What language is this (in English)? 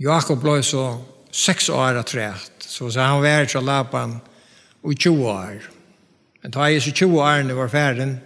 Faroese